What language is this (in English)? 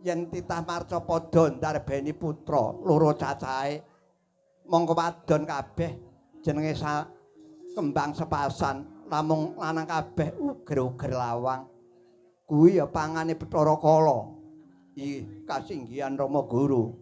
Javanese